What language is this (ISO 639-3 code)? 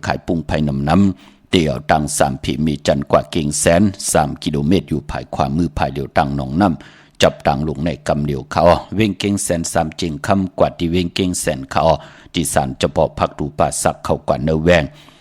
shn